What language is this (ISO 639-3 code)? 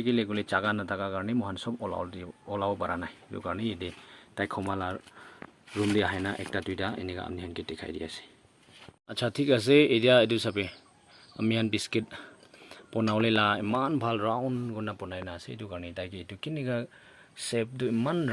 nag